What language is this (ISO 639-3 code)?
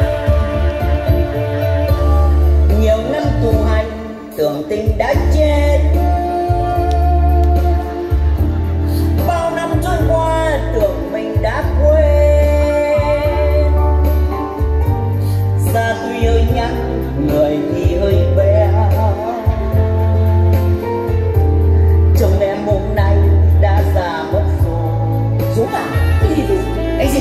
vie